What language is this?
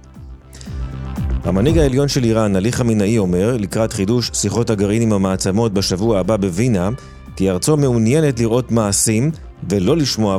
Hebrew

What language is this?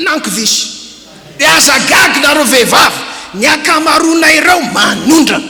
Malagasy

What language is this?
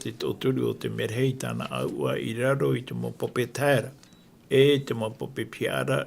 Tahitian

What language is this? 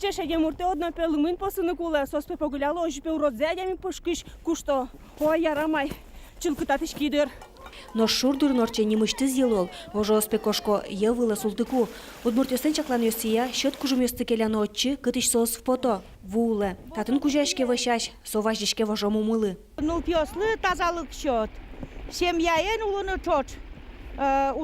Udmurt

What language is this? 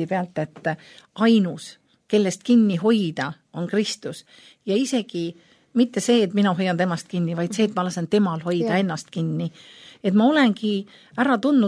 Estonian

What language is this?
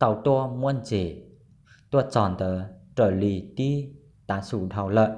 Hmong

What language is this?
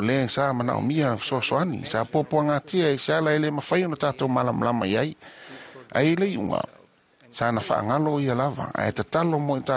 Samoan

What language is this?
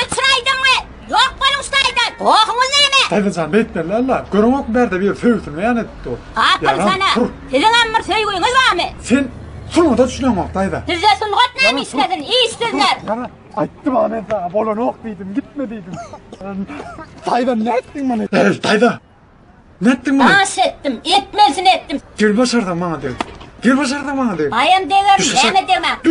Turkmen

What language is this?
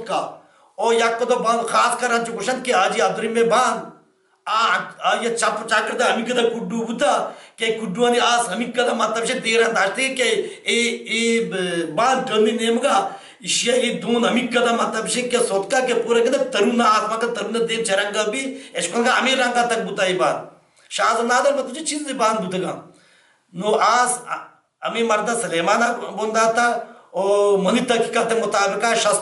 Baluchi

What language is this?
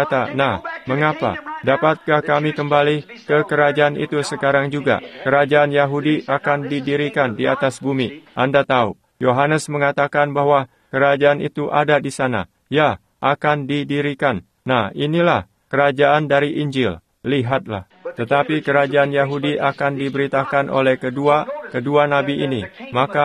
Indonesian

